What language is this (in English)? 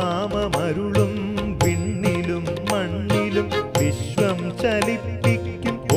Malayalam